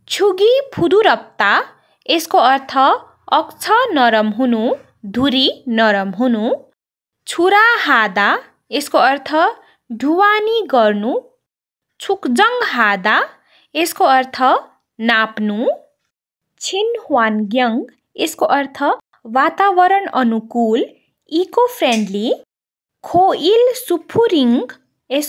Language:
Nepali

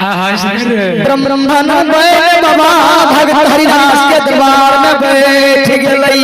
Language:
Maithili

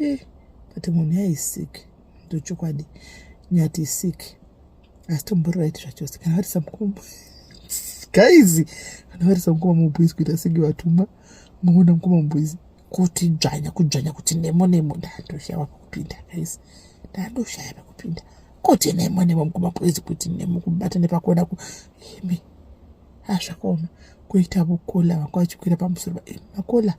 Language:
Shona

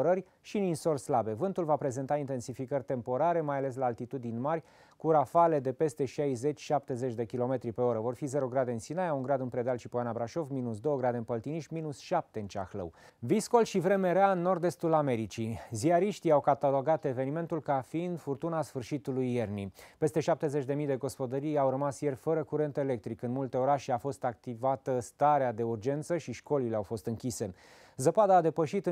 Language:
Romanian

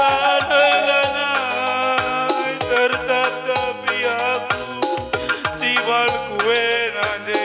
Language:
Batak Karo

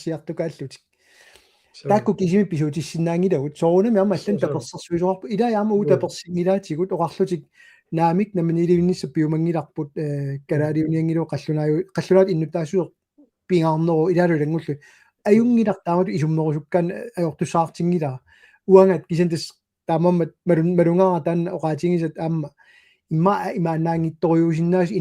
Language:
Kalaallisut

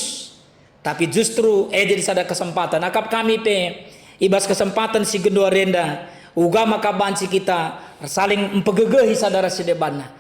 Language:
Batak Karo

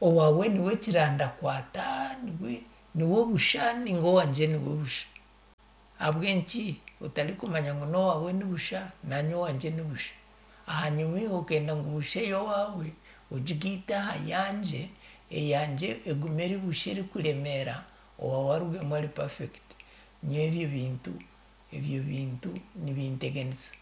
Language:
Nyankole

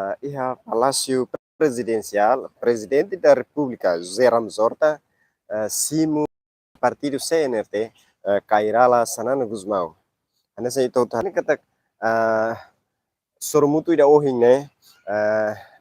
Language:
Tetum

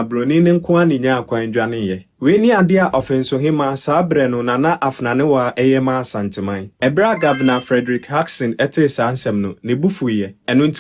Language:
Akan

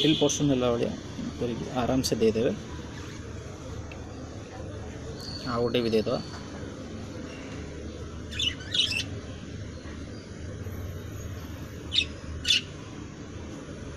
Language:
Odia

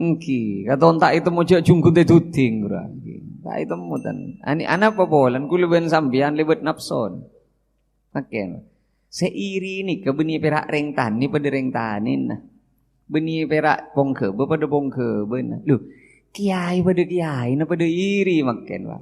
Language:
Madurese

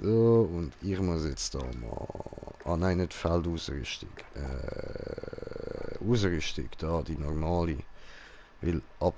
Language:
Swiss German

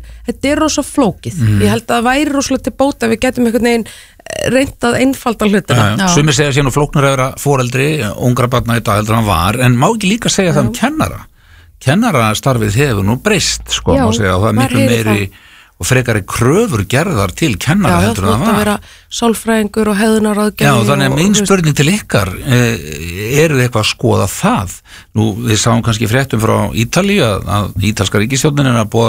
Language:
Icelandic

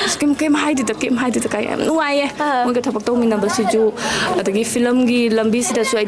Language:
Manipuri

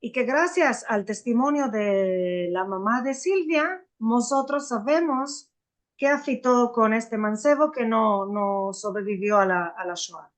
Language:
Ladino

